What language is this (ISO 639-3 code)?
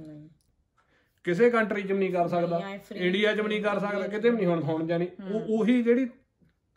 pan